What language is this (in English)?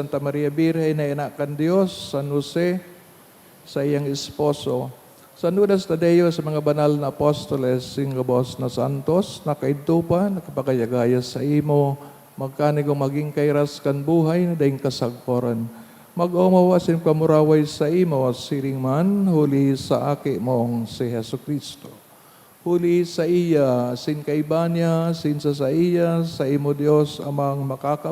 Bikol